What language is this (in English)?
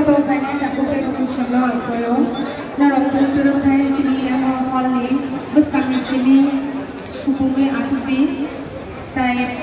Kok Borok